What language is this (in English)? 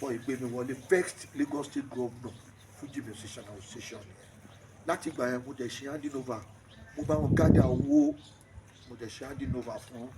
Yoruba